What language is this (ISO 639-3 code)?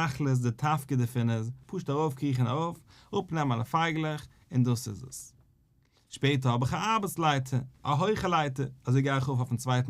yid